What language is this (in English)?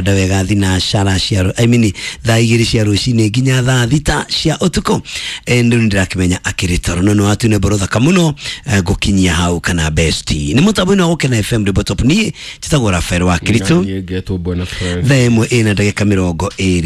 Kikuyu